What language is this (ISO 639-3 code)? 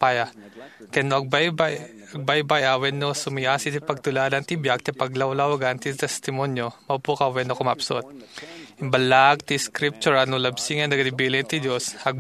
ilo